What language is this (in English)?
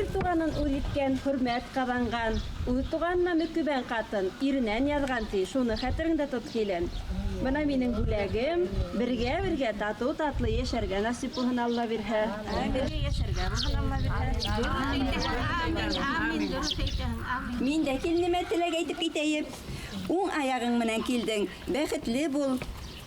Bashkir